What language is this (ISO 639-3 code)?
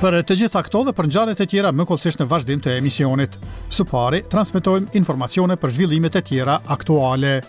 sqi